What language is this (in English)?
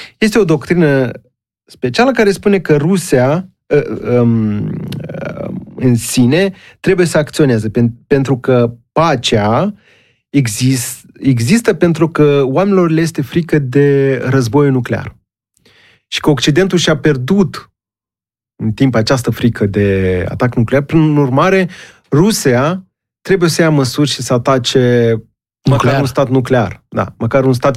Romanian